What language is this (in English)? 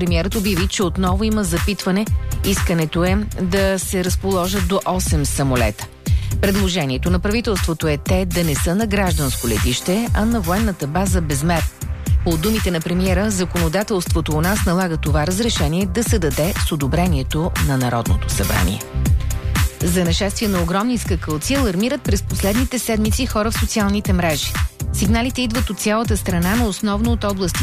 Bulgarian